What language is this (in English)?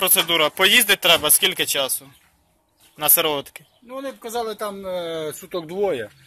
Ukrainian